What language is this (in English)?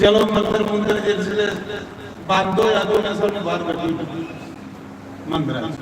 Dogri